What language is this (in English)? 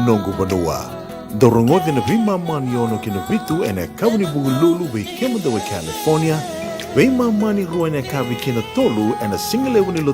Fijian